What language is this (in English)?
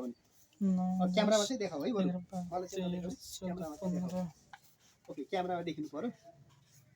Nepali